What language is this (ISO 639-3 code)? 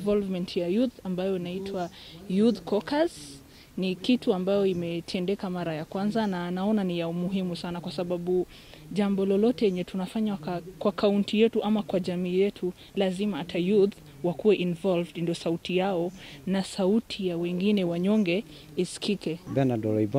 swa